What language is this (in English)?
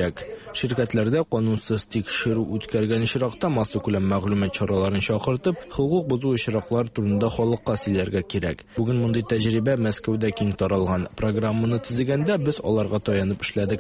Tatar